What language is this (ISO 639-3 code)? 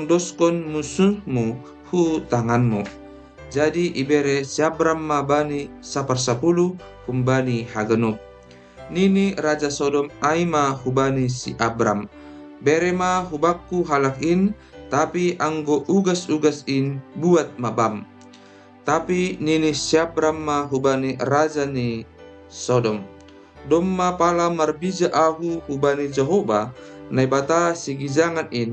bts